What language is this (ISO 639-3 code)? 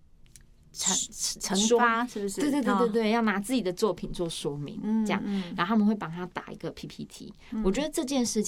zho